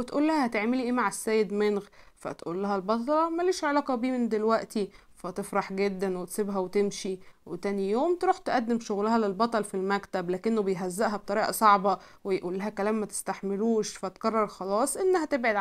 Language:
Egyptian Arabic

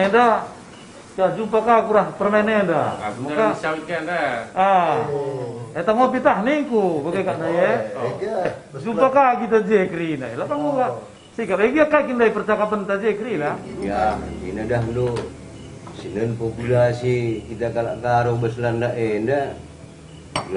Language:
Batak Karo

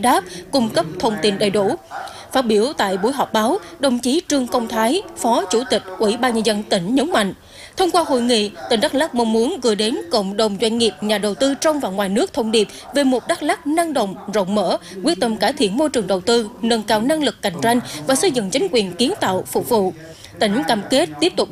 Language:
Vietnamese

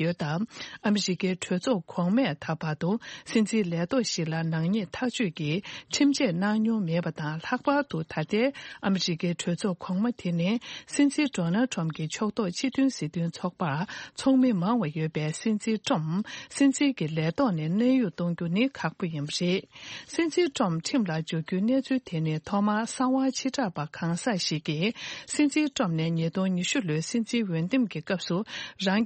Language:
Tibetan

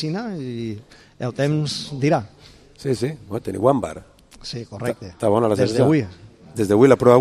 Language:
Catalan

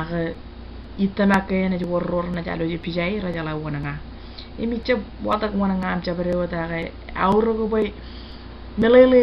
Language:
Marshallese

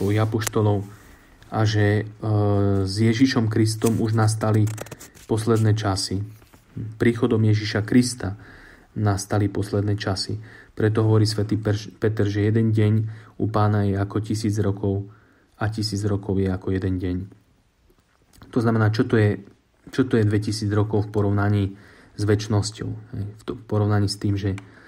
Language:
Slovak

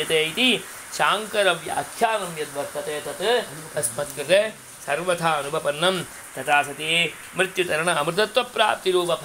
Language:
Sanskrit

